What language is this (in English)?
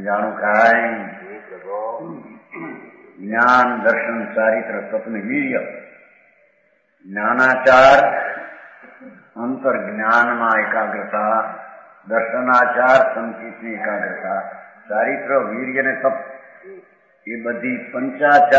Gujarati